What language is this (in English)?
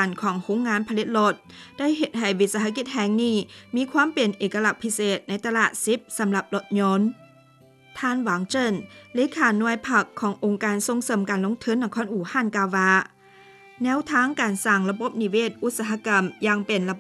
Lao